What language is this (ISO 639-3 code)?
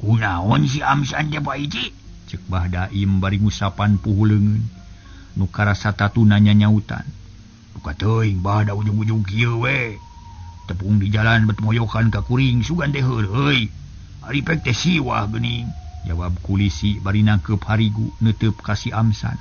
sun